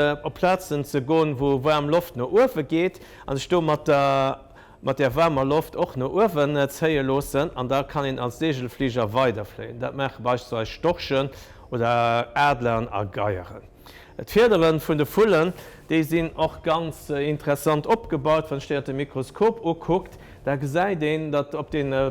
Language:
Luxembourgish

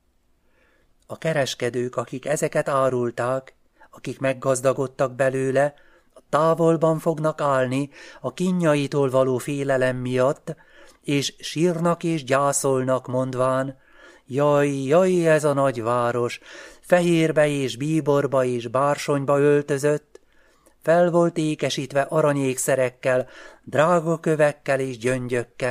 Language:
Hungarian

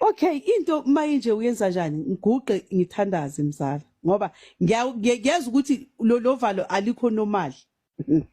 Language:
Zulu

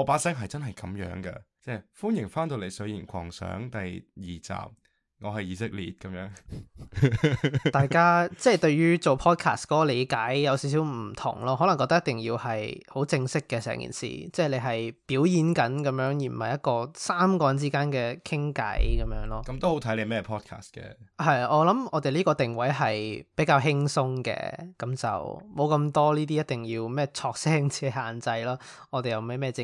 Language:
Cantonese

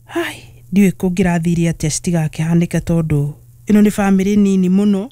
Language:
Kikuyu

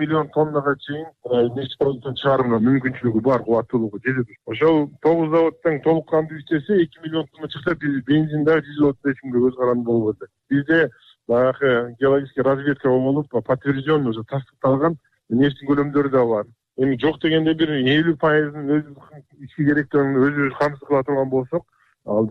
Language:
Kyrgyz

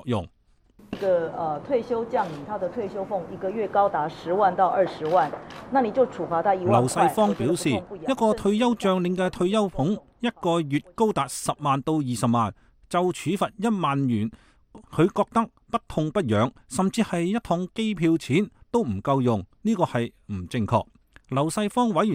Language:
Cantonese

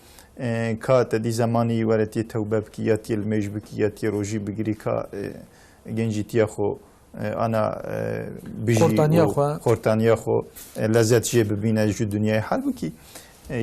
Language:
Kurdish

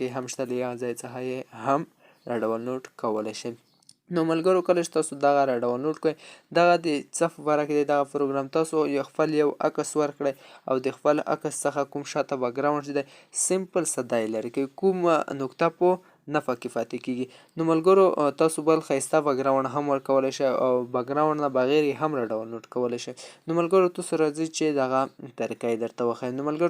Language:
Pashto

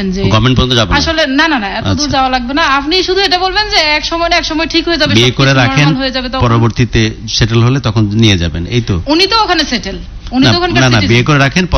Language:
Bangla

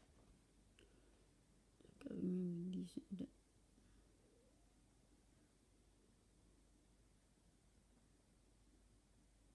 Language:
Danish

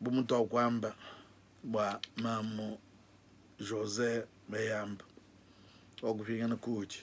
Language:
Luba-Lulua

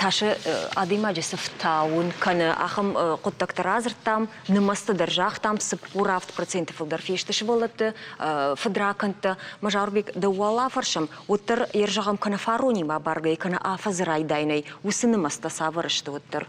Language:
Ossetic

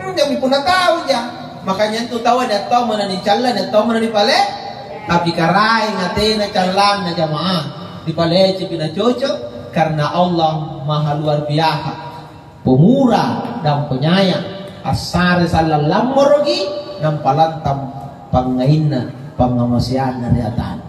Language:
Makasar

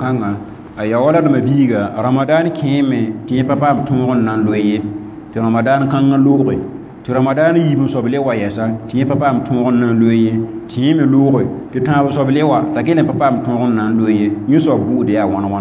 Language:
Mossi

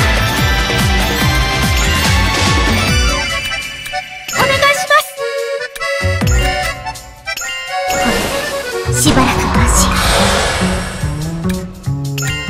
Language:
Japanese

